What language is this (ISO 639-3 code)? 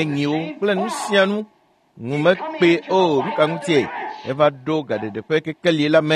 ewe